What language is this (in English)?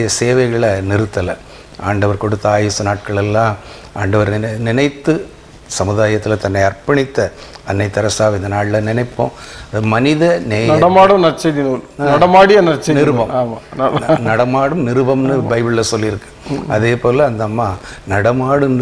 Tamil